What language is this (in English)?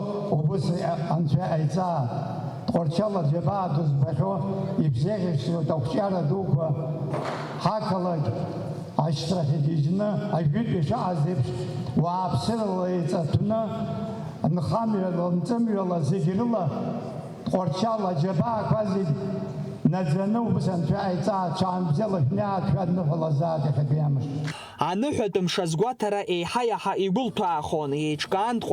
Abkhazian